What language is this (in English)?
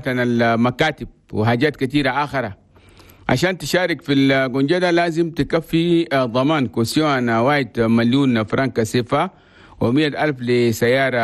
Chadian Arabic